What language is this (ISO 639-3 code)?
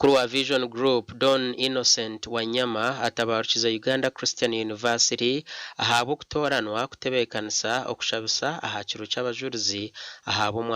nyn